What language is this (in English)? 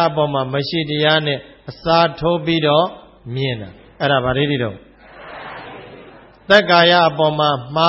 Burmese